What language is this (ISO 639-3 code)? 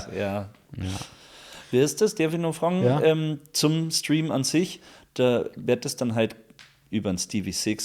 bar